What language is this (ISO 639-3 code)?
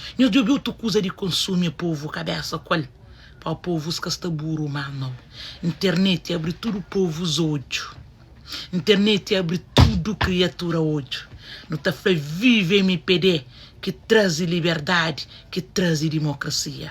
kea